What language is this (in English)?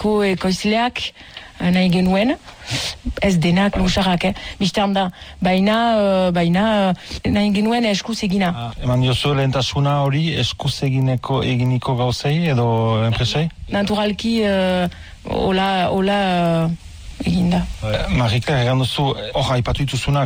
Basque